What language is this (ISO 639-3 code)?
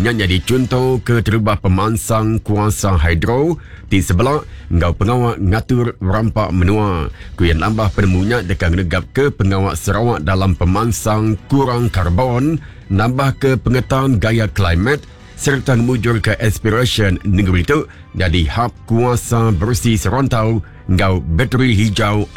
iba